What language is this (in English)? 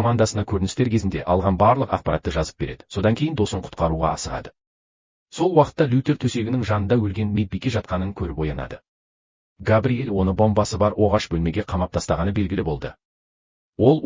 Kazakh